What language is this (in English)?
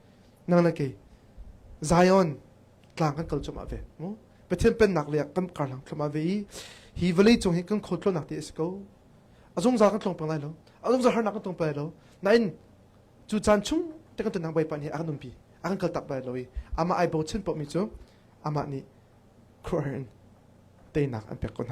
Hakha Chin